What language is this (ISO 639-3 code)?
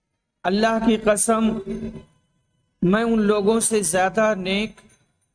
urd